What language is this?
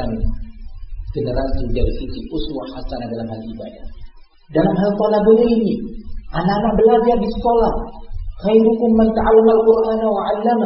Indonesian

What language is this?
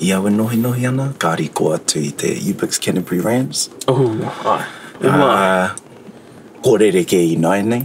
Māori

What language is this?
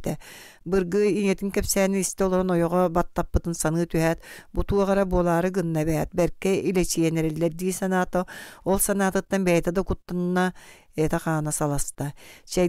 Yakut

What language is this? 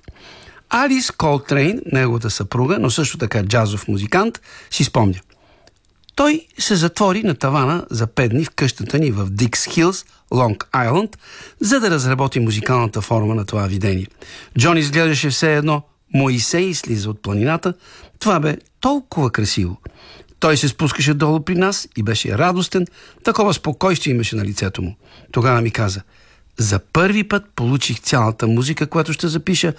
Bulgarian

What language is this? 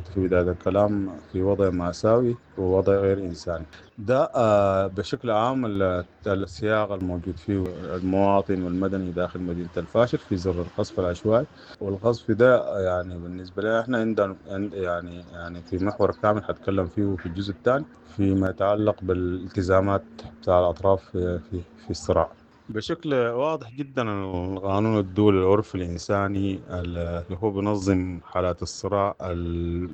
Sudanese Arabic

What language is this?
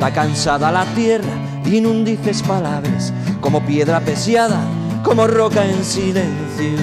Asturian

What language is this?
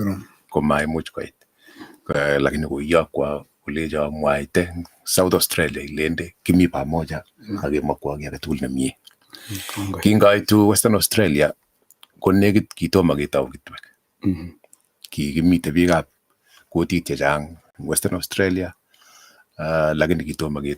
Kalenjin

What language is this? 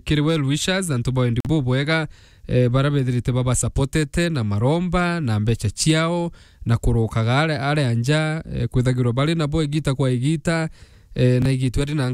Meru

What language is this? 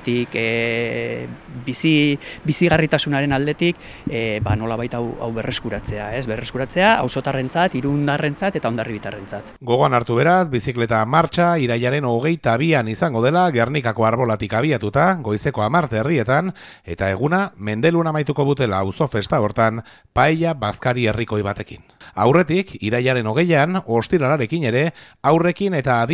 Basque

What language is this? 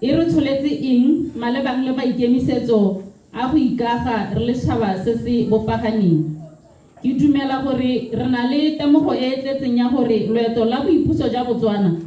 Tswana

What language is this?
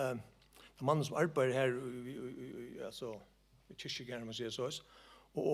Faroese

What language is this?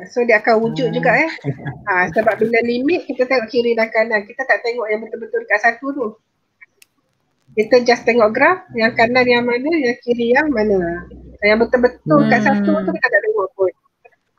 Malay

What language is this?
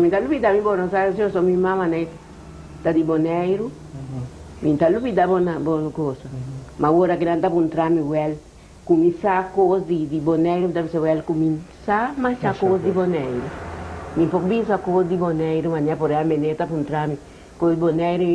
Papiamento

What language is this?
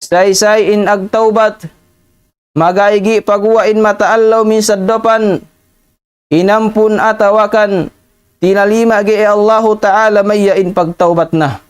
Tausug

